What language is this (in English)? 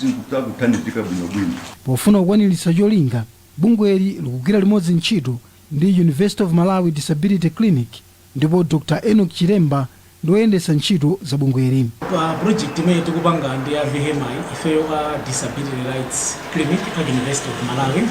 Nyanja